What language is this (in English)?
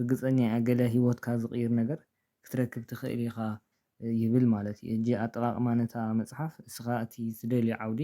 Tigrinya